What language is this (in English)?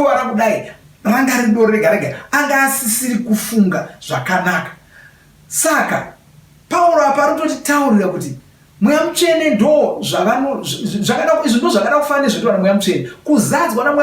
Shona